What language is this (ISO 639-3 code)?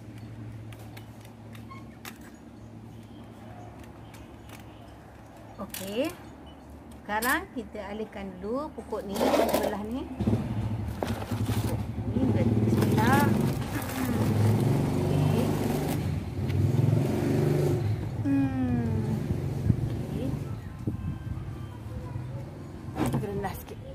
msa